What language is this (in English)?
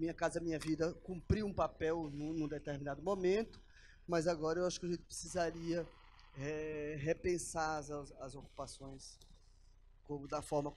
Portuguese